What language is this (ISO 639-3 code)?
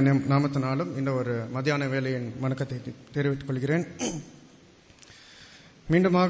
tam